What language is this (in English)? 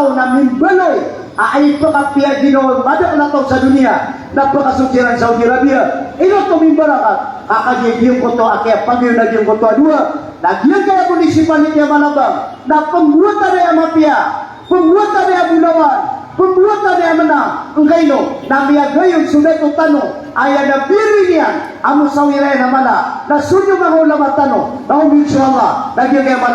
Maranao